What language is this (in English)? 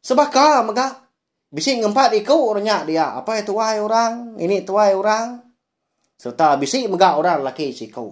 Iban